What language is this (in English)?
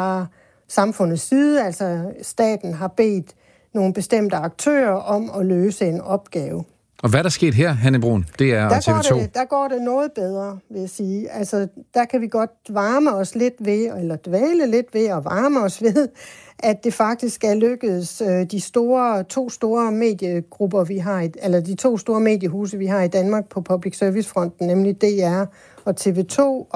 Danish